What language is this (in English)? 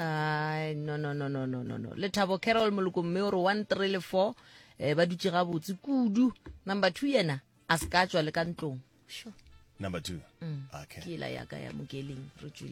Northern Sotho